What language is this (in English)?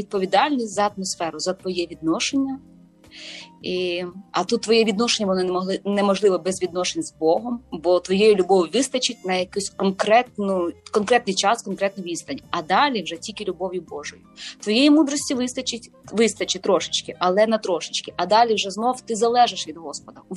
Ukrainian